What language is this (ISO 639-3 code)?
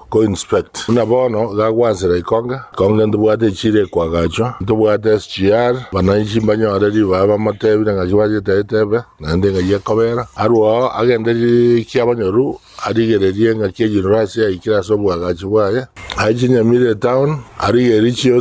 guz